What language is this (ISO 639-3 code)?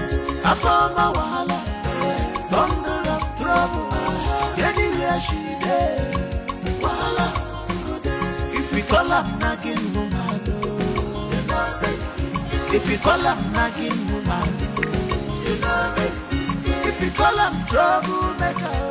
pcm